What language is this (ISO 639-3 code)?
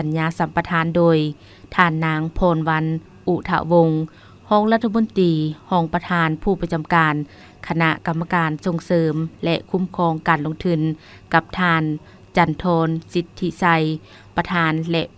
lao